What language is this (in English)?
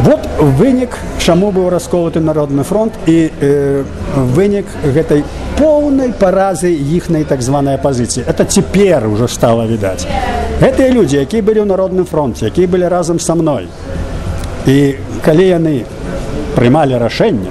Belarusian